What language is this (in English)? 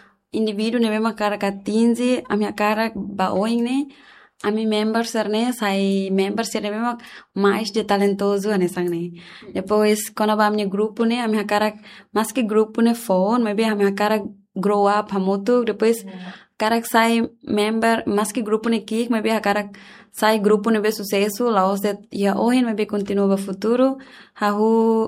Tetum